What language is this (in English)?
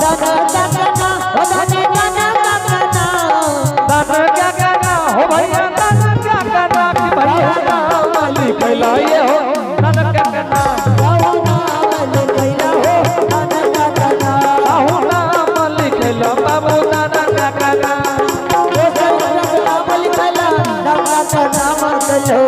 Angika